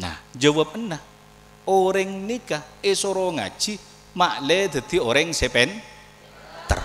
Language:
Madurese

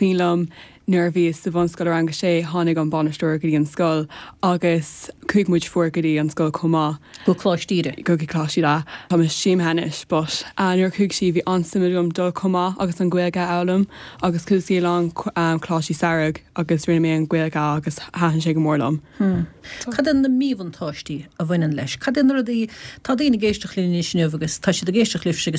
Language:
Irish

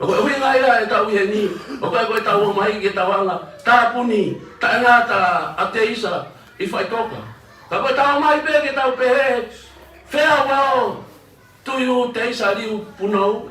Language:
Tongan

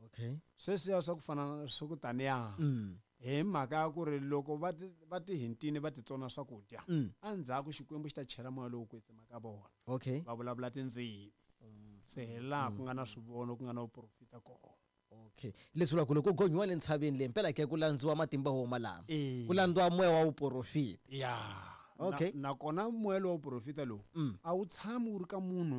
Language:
Tsonga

